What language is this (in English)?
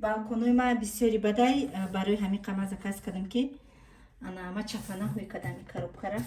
Tajik